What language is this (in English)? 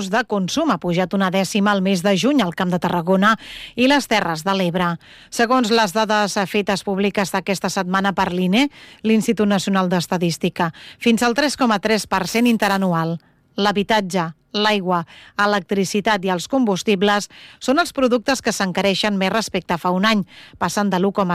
Catalan